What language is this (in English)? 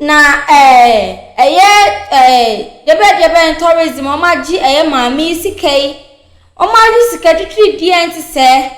Akan